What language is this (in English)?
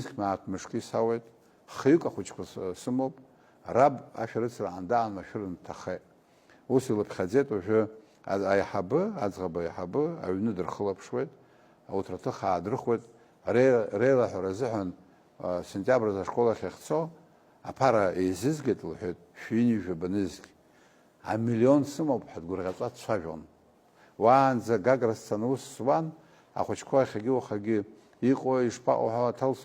Abkhazian